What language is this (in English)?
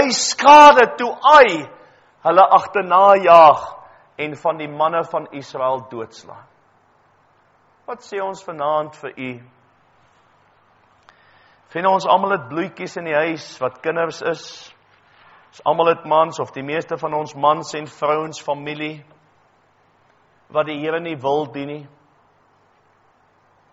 Afrikaans